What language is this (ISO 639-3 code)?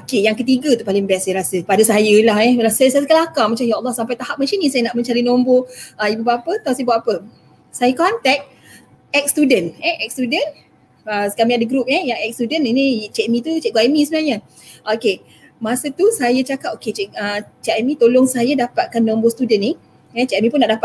msa